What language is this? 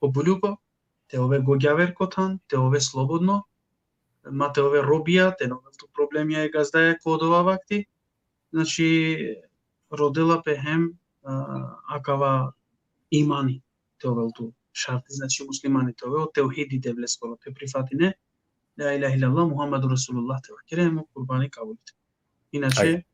Balkan Romani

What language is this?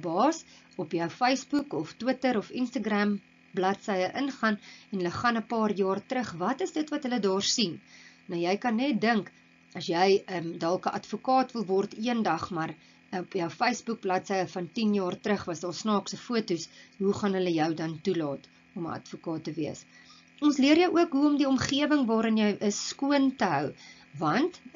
Afrikaans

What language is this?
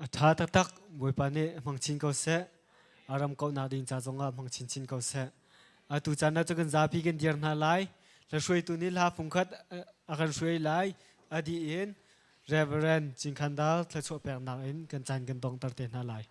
Hakha Chin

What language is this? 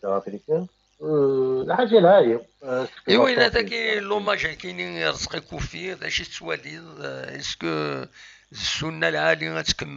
Kabyle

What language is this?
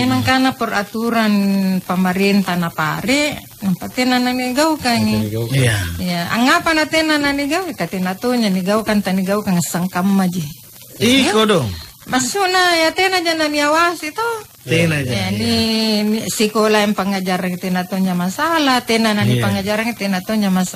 Makasar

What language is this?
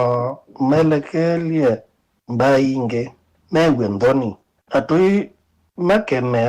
Kamba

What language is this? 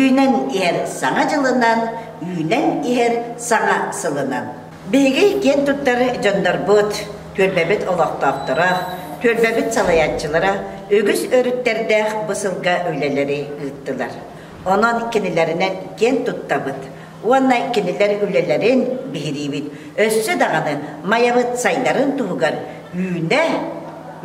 Yakut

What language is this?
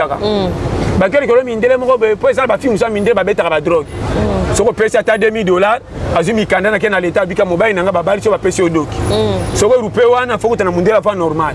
Lingala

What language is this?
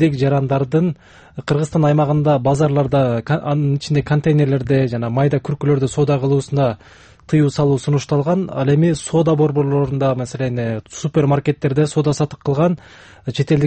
Kyrgyz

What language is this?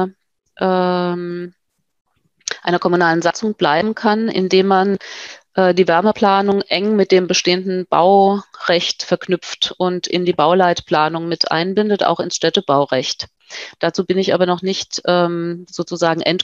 German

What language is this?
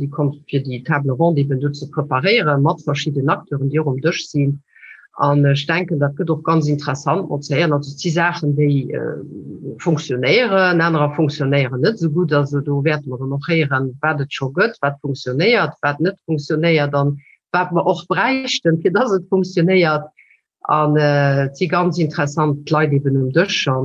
Luxembourgish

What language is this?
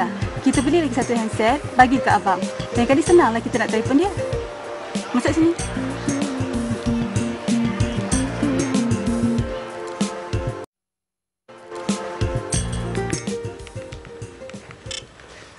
Malay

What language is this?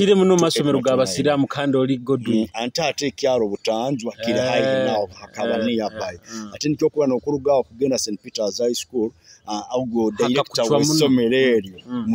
Nyoro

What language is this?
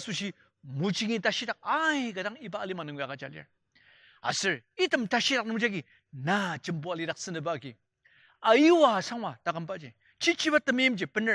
Ao Naga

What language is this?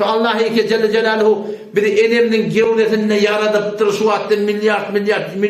Turkmen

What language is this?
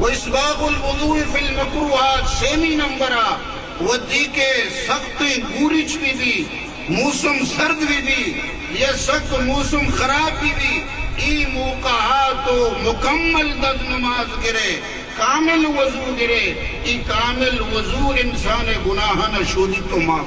Eastern Balochi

